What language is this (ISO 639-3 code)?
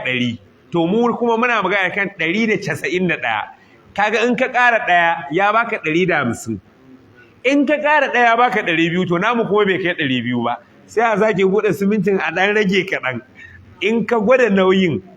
hau